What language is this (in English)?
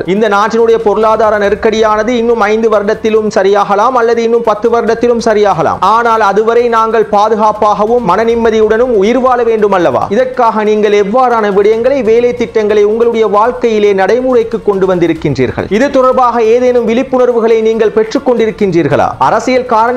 Tamil